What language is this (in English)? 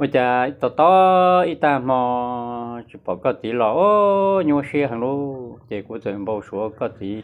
Hmong